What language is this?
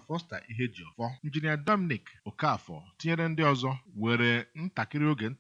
Igbo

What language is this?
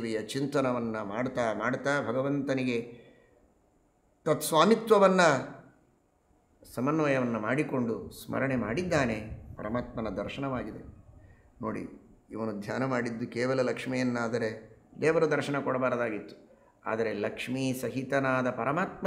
Kannada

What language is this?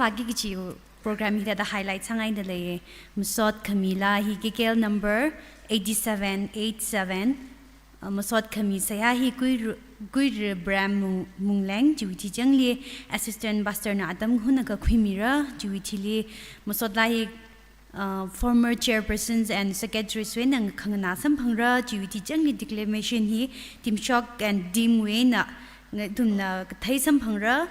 Tangkhul Naga (India)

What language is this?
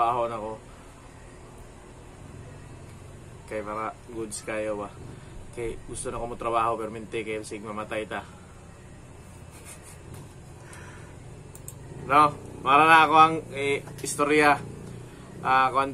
Cebuano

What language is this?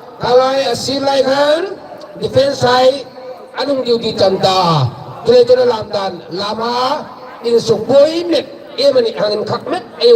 Hmar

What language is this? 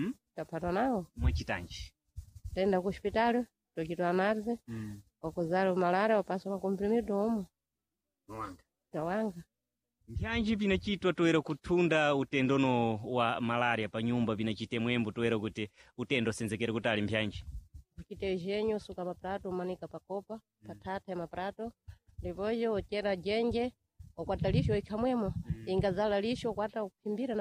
Sena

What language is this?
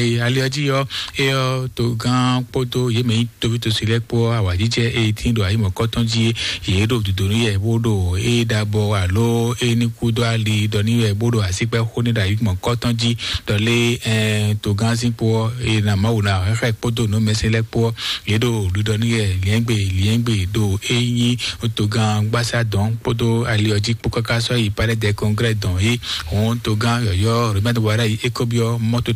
Fon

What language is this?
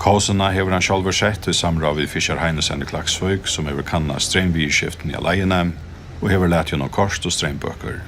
Faroese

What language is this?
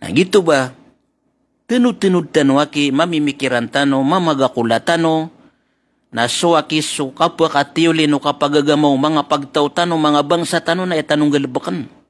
Maranao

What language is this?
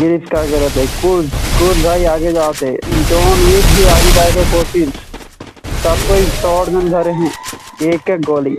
Chhattisgarhi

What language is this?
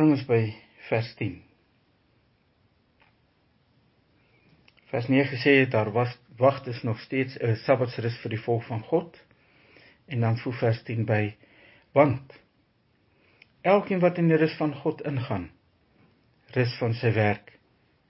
Afrikaans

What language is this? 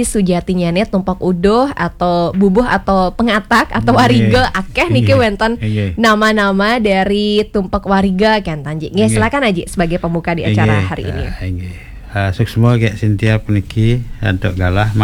Balinese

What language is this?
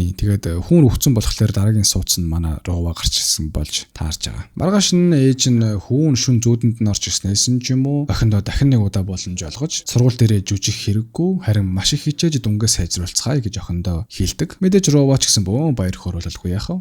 Mongolian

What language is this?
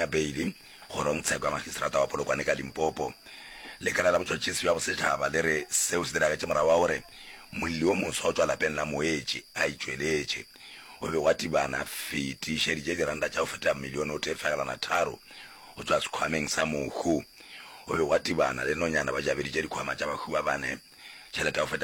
Northern Sotho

